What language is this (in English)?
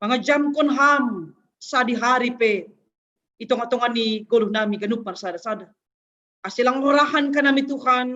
Batak Simalungun